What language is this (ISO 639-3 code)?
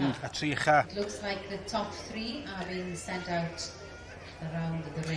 cym